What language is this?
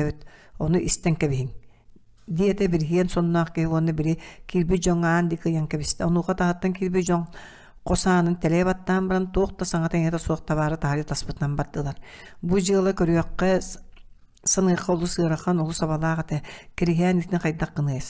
Yakut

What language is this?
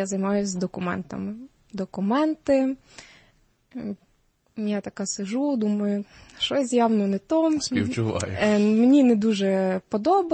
Ukrainian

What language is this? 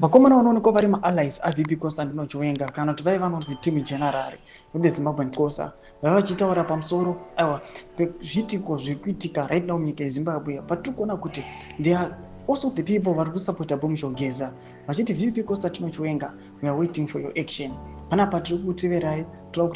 Shona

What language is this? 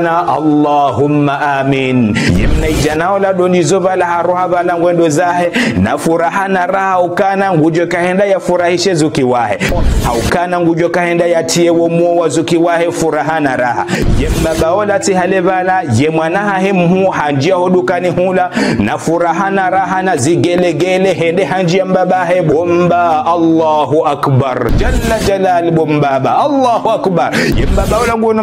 Ngazidja Comorian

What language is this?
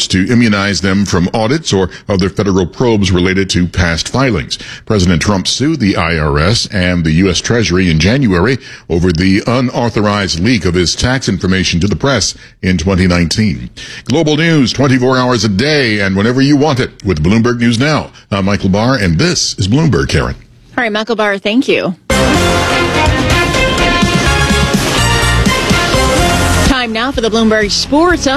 English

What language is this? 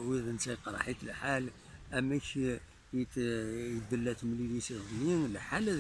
Kabyle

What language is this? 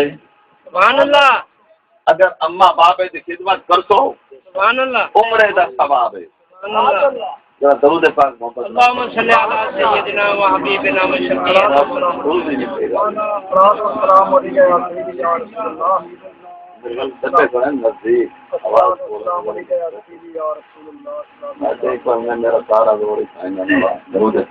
Saraiki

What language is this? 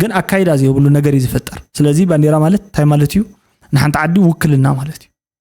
Tigrinya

